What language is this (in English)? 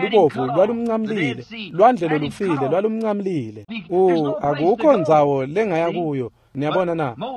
Swati